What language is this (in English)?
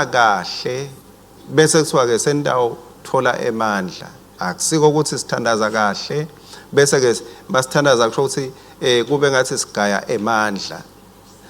Swati